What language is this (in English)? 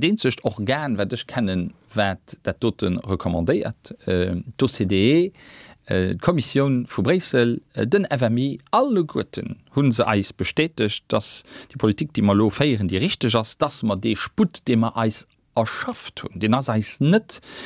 Luxembourgish